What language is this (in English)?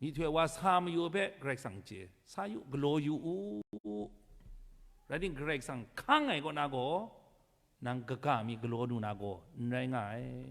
Kachin